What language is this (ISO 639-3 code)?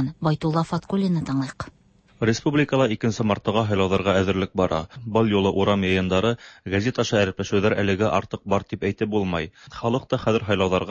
tat